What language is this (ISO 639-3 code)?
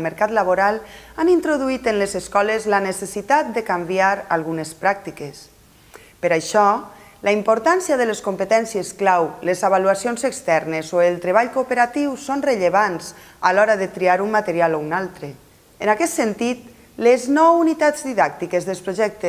cat